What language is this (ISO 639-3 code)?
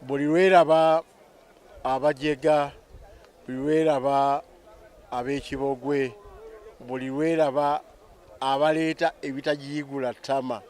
lug